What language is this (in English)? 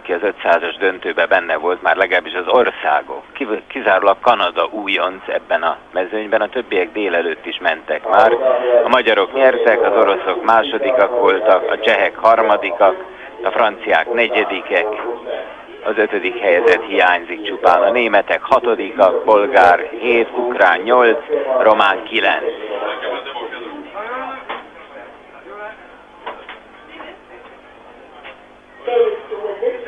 Hungarian